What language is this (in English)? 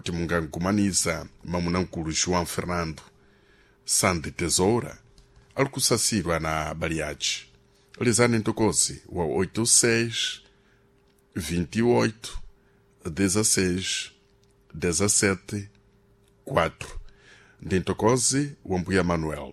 Sena